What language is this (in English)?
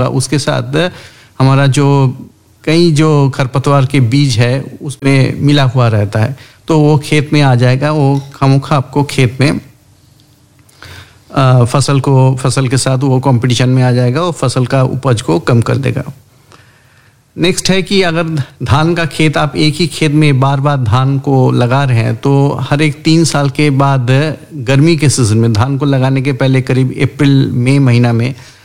Hindi